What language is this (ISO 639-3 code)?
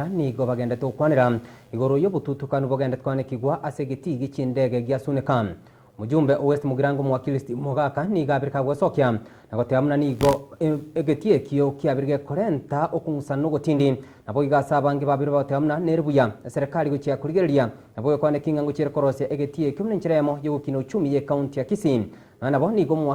guz